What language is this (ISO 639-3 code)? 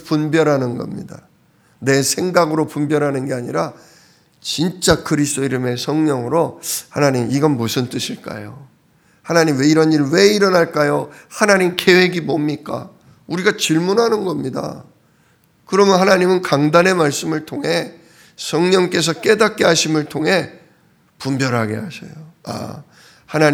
kor